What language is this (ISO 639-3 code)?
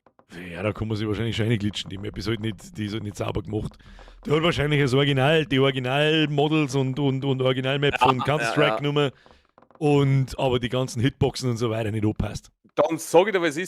bar